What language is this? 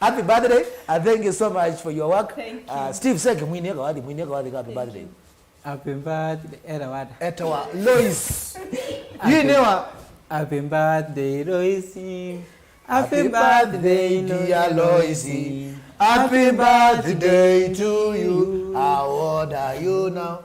Kamba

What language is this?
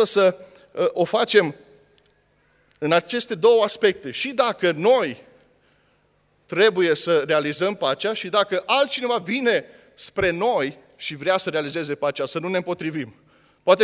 Romanian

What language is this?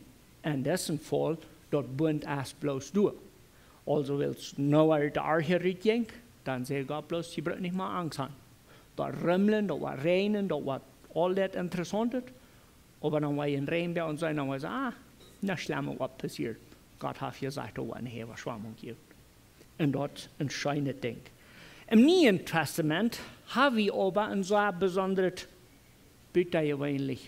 Plautdietsch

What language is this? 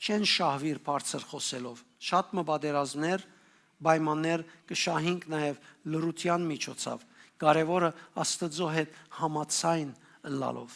Western Armenian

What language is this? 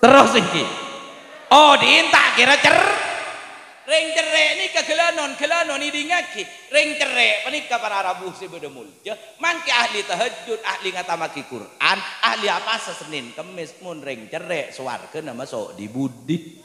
Madurese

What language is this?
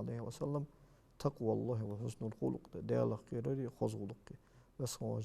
Ingush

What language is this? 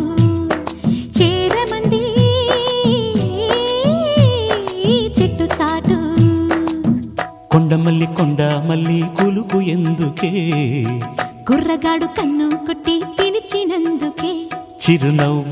Telugu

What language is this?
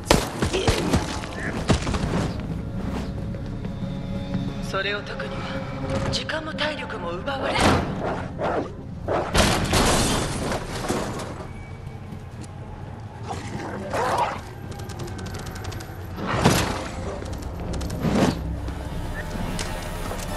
Japanese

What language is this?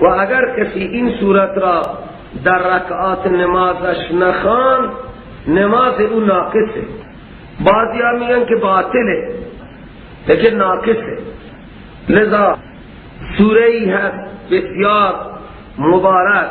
Persian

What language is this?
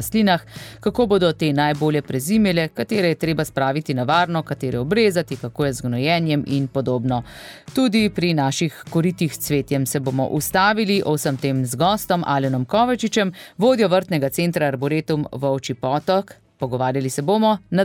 Slovenian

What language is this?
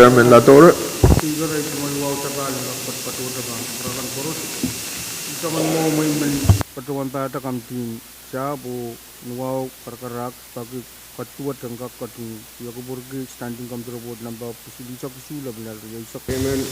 Pohnpeian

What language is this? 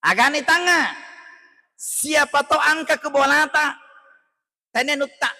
Buginese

